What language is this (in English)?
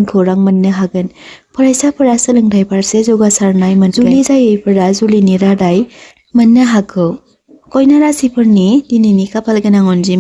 Bodo